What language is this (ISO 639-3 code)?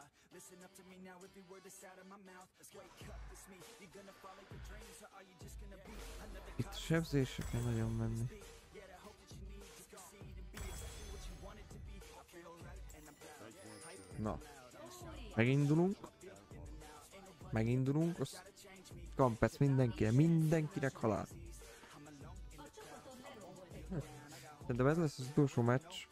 hun